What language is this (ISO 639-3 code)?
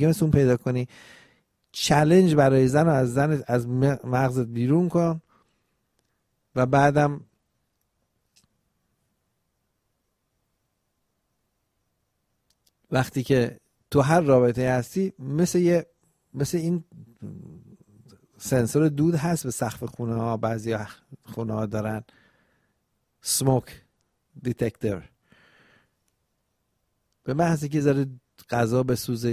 fas